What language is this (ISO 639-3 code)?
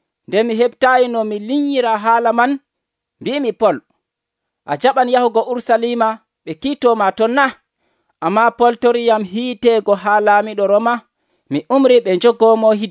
fuv